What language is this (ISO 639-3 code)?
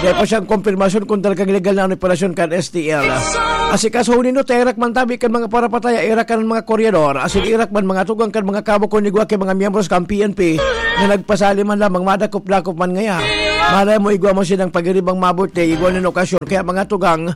bik